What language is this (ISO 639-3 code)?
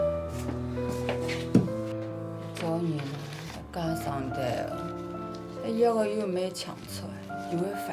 hak